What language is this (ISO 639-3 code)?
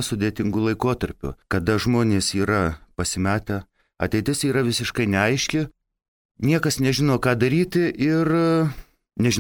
lit